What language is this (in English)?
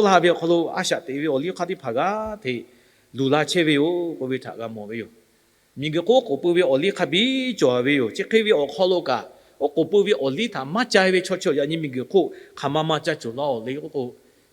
Lahu